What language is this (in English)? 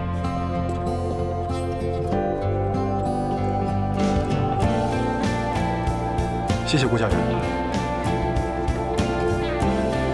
Chinese